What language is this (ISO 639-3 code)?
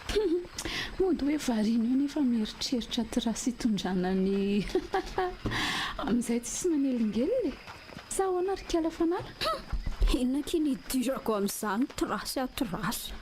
mlg